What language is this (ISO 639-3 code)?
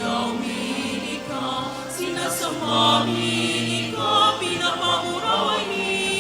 bik